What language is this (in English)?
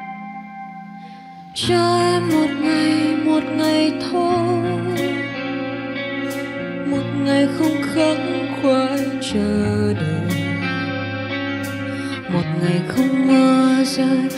Vietnamese